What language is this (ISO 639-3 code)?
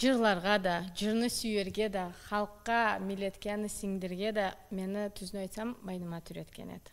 krc